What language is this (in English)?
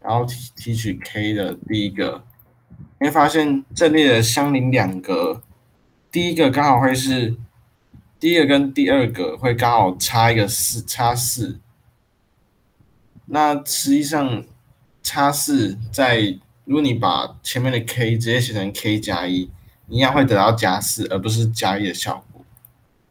Chinese